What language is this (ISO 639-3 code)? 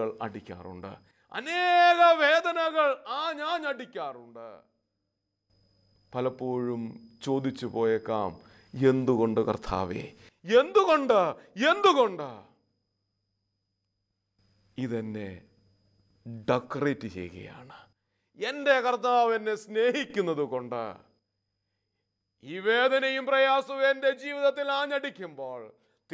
mal